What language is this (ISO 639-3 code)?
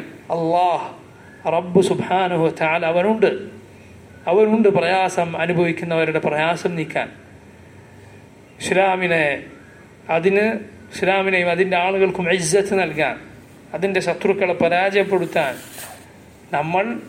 mal